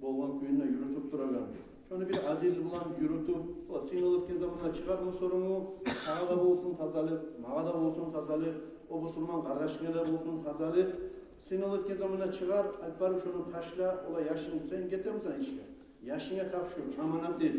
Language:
Kumyk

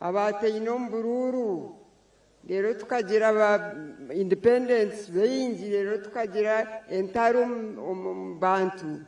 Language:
Nyankole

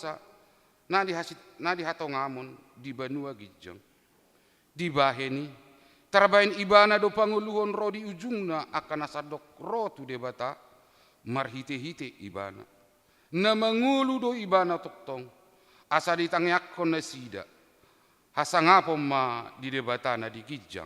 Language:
Batak Toba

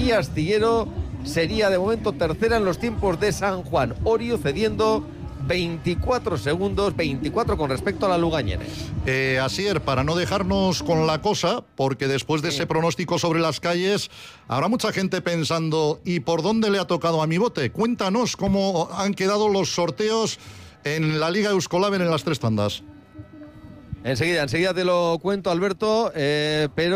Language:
Spanish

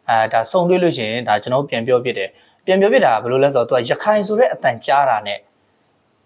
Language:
Burmese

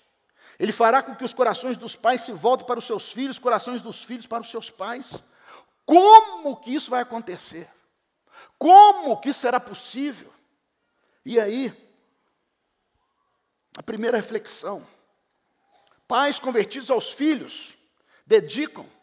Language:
Portuguese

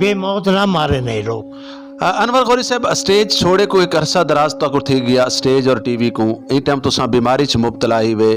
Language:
Saraiki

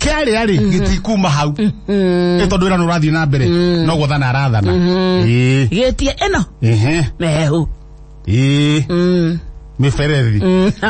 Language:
Kikuyu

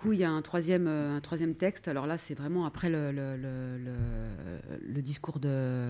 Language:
French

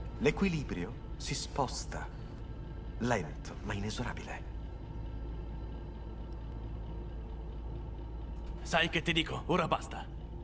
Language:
Italian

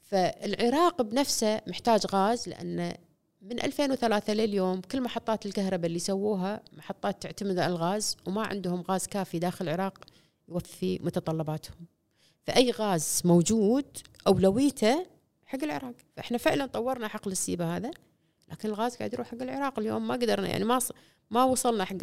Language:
Gulf Arabic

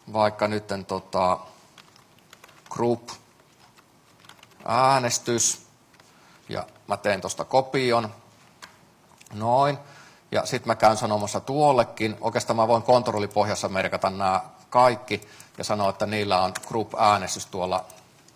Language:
Finnish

